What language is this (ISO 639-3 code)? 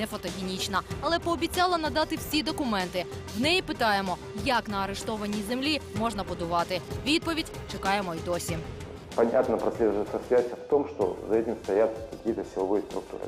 ukr